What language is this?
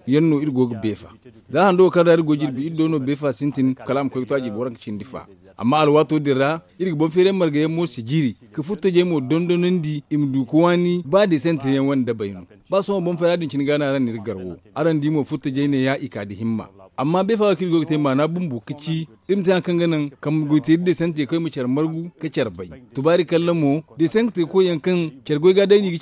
Zarma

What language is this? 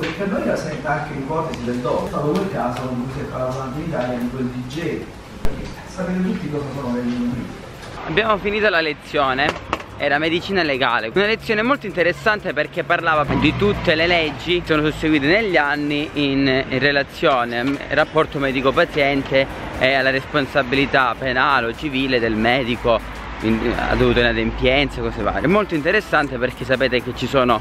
Italian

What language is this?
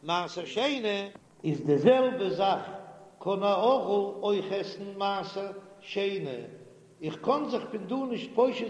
Yiddish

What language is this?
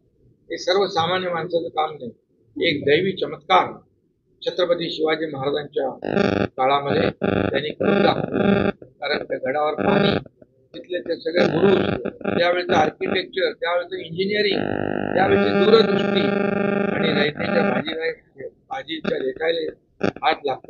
Marathi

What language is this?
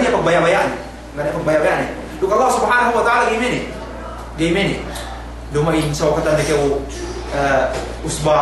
Yakan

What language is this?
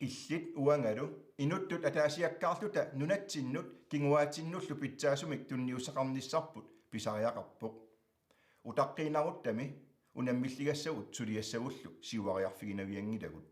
Kalaallisut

